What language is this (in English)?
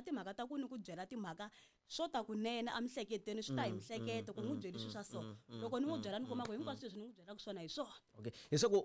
Tsonga